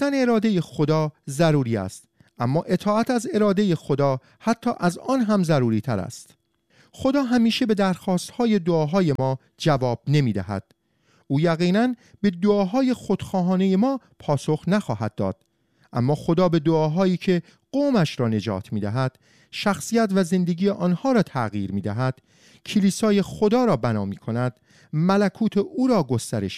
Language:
Persian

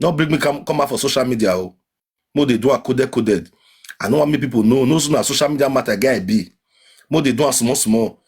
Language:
Nigerian Pidgin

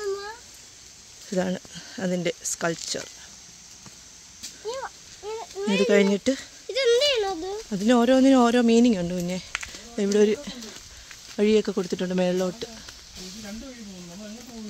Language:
Malayalam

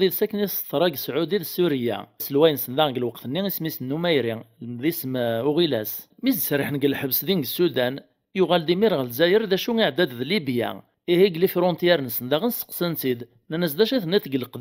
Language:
Kabyle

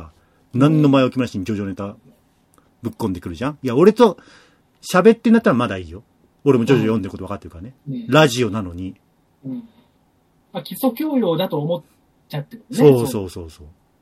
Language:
Japanese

